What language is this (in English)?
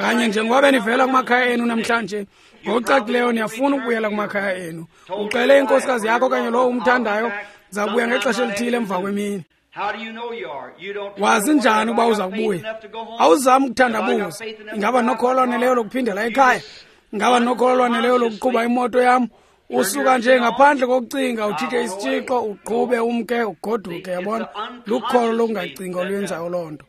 Xhosa